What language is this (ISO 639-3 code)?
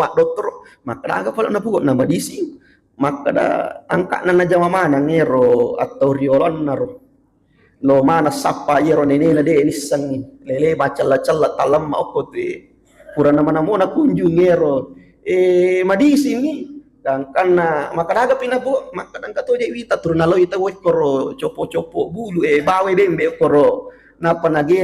bug